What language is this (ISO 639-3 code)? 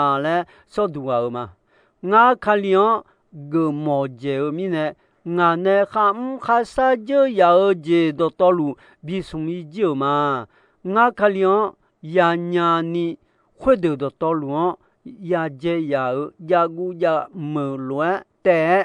ahk